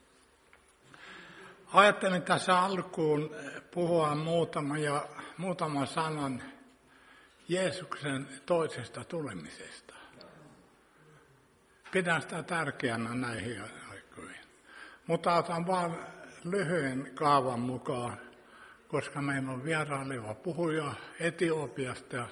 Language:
Finnish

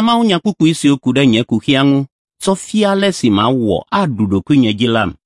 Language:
Ewe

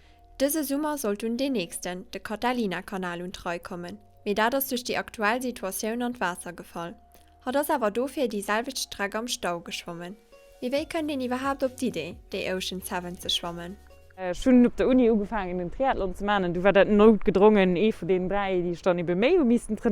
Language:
Luxembourgish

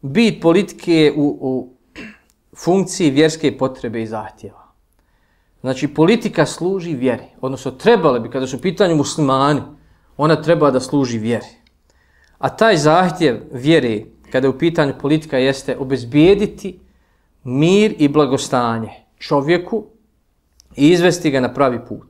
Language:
Bosnian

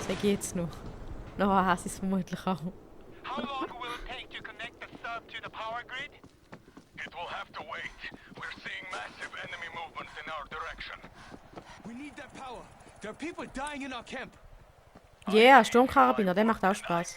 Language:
Swiss German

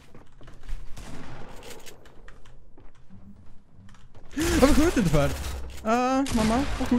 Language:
Swedish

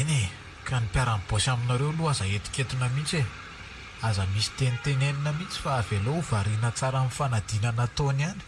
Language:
Malagasy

